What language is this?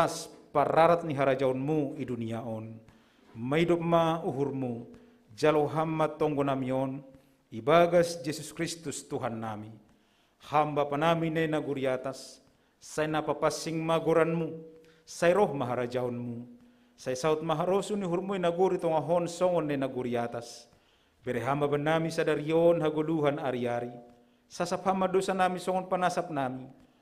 Batak Simalungun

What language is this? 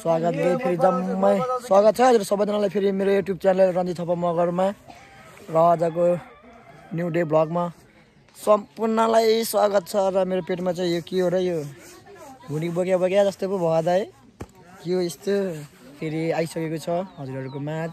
Nepali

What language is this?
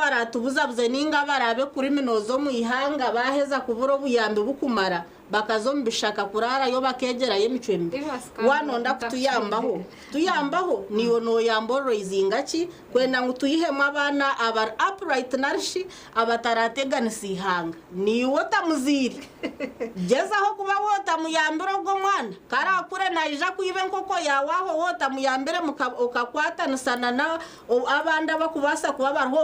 Nyankole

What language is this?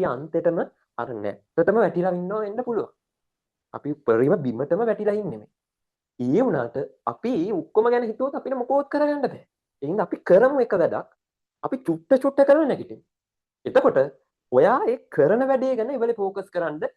Sinhala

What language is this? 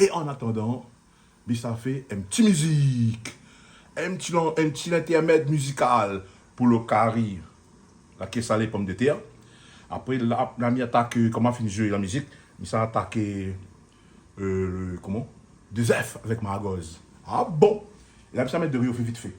Réunion Creole French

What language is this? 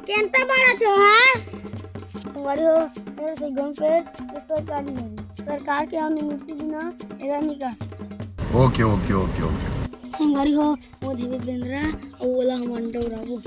Chhattisgarhi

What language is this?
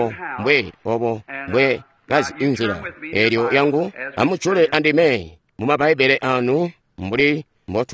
Tonga (Zambia)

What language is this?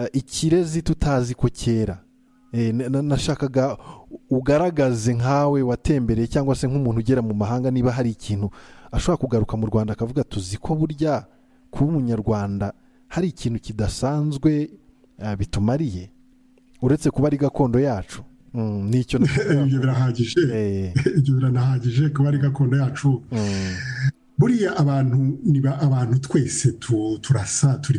Kinyarwanda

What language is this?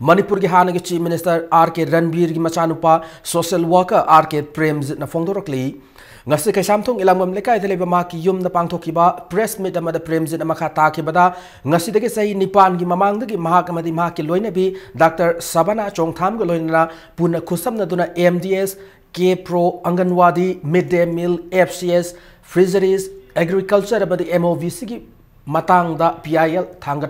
Manipuri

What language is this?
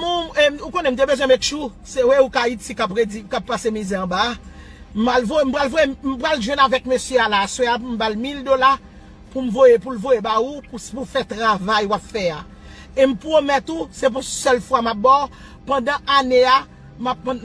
Haitian Creole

